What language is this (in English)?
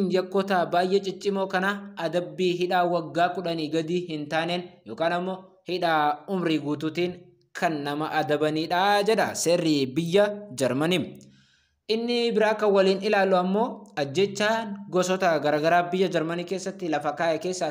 Oromo